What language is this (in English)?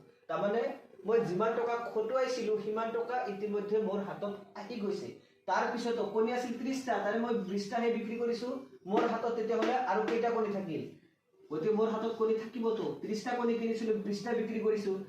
Assamese